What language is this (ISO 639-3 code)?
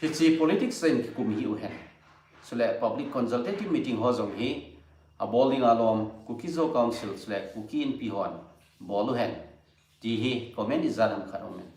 tcz